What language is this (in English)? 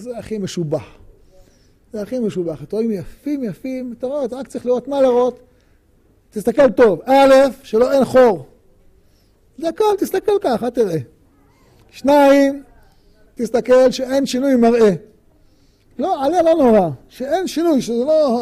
Hebrew